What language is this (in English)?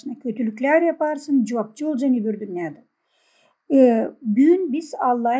Gagauz